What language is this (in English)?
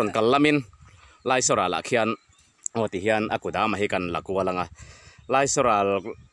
Mizo